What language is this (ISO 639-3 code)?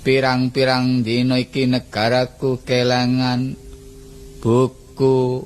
jav